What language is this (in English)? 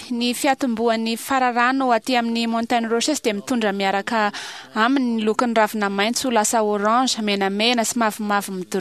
Malagasy